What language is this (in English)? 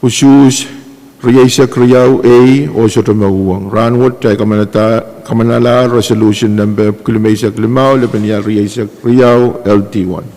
Pohnpeian